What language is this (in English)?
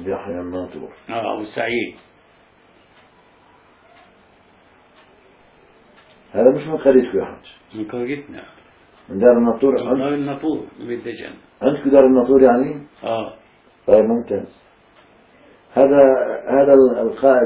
South Levantine Arabic